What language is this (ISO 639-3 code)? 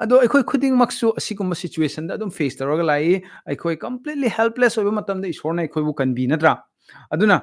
mni